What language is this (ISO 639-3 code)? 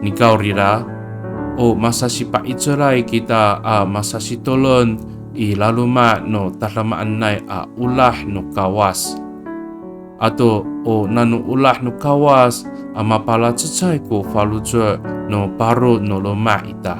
ami